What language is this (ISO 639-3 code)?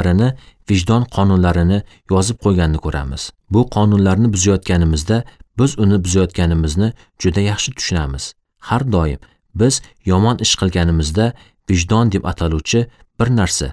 uzb